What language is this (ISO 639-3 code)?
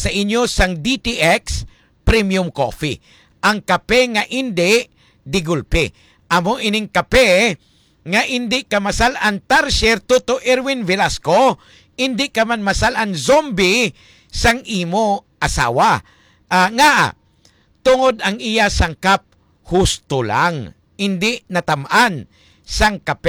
hil